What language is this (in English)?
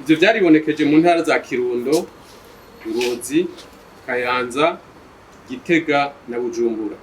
Rundi